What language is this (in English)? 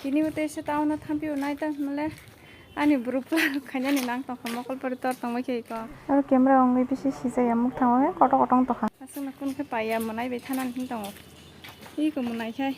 Kok Borok